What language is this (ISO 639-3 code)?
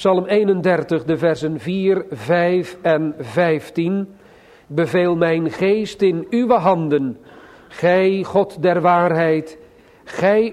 nld